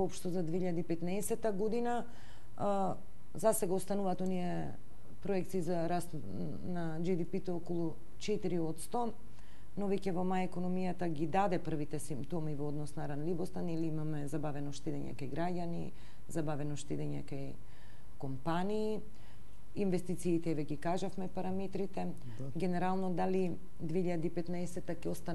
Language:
Macedonian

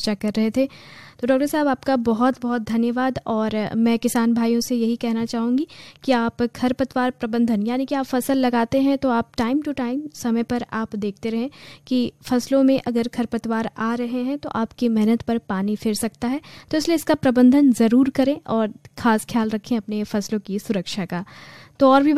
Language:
Hindi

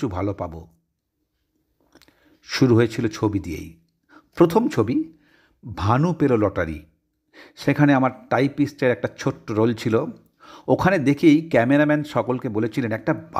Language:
Bangla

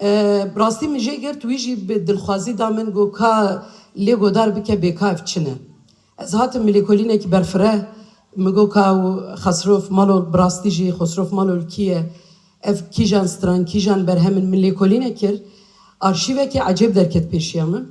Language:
Kurdish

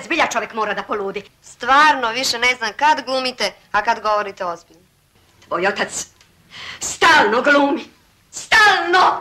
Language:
Serbian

